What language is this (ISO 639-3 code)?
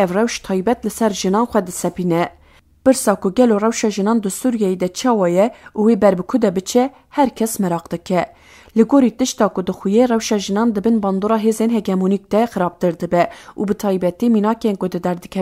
kur